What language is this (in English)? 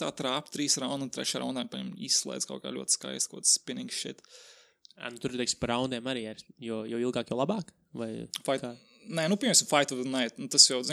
Latvian